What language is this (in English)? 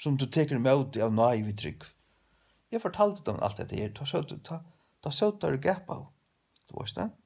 Faroese